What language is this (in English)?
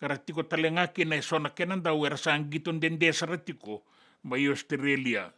Fijian